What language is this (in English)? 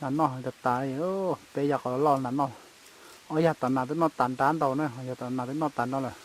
Hmong